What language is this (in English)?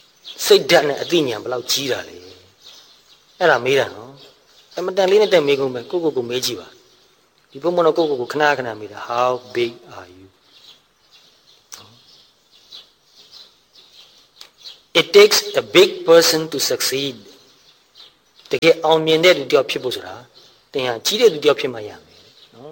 Burmese